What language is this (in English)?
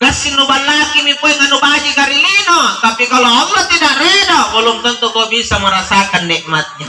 Makasar